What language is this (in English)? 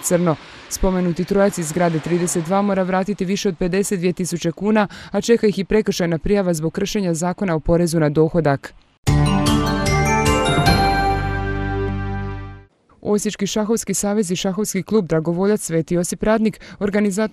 Croatian